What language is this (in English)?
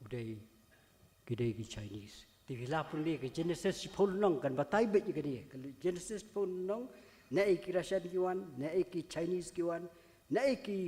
Khasi